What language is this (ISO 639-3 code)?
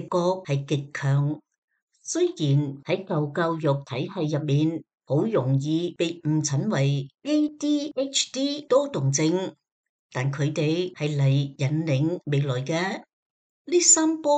yue